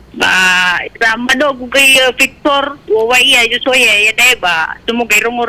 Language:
Nias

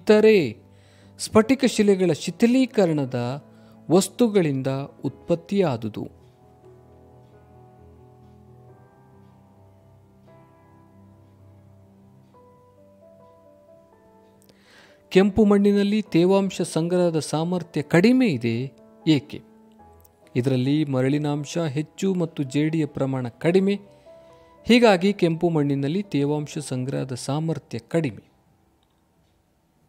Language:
Kannada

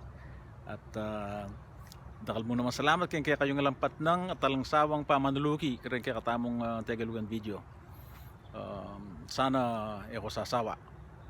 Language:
Pampanga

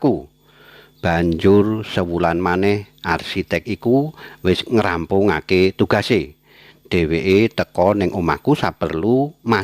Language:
Javanese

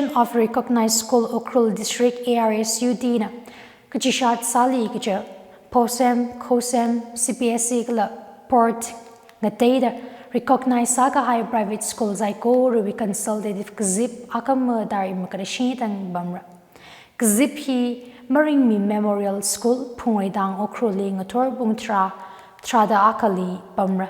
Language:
Tangkhul Naga (India)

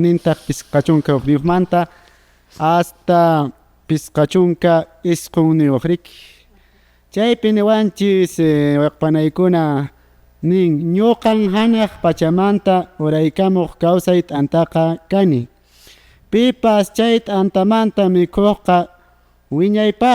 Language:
Quechua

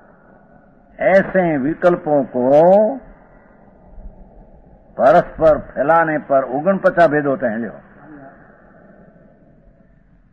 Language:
Gujarati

